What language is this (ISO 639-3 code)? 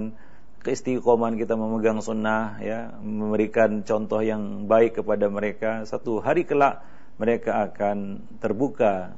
ind